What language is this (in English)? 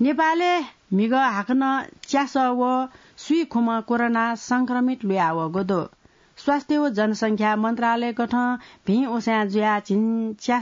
Newari